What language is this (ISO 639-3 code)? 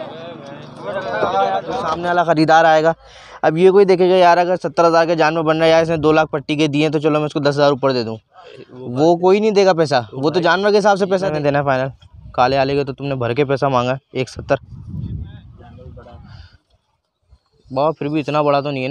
hin